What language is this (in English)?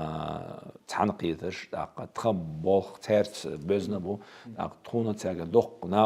Chechen